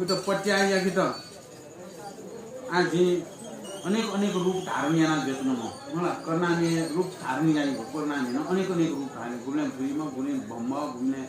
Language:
Newari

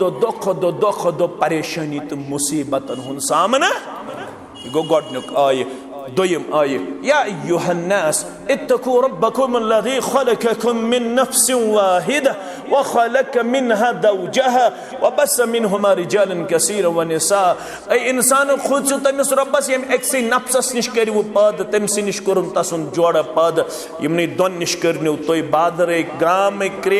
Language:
Kashmiri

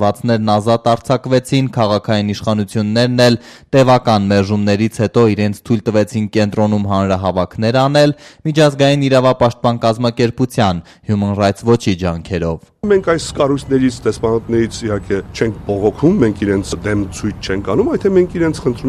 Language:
Armenian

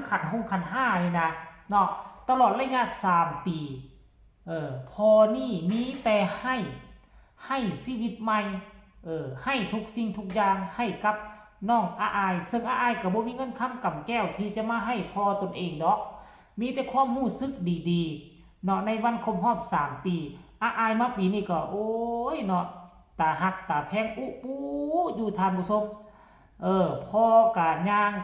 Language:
Northeastern Thai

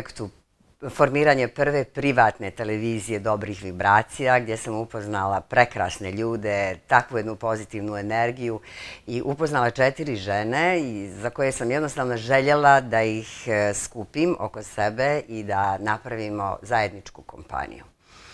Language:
Bosnian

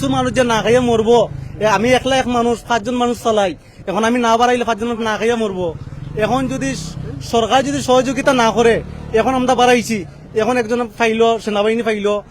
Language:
Sylheti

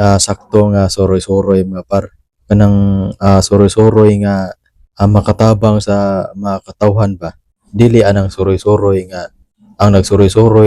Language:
Cebuano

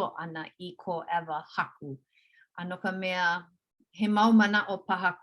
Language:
Hawaiian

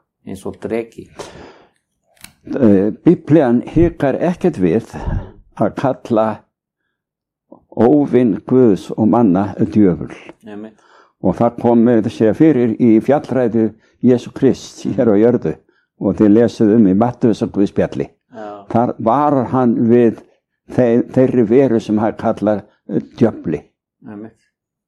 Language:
Icelandic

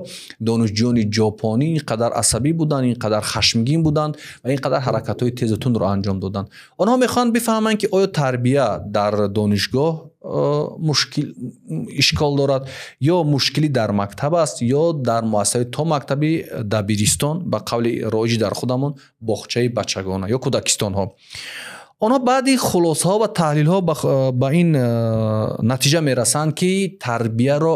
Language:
Tajik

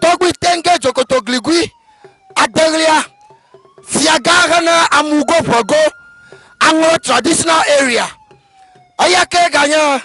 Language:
Ewe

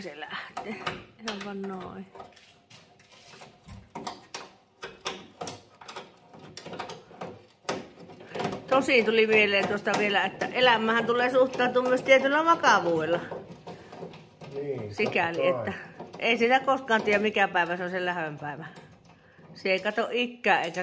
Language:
Finnish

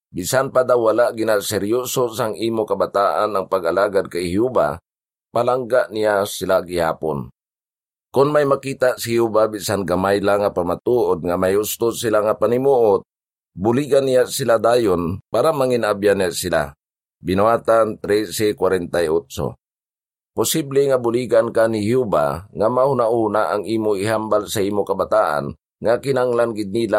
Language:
Hiligaynon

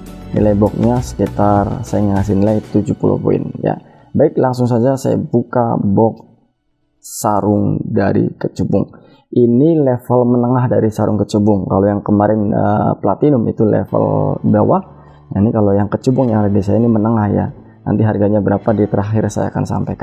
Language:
Indonesian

